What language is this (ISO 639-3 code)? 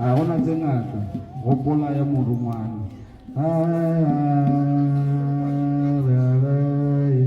nso